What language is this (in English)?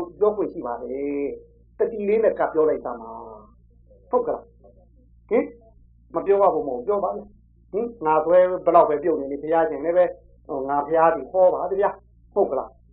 Burmese